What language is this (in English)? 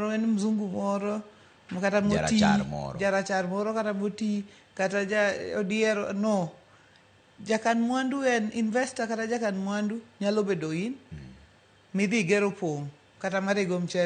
Luo (Kenya and Tanzania)